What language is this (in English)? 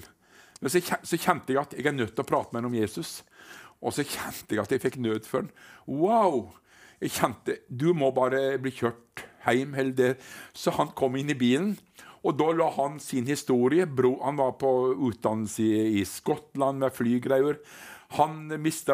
Norwegian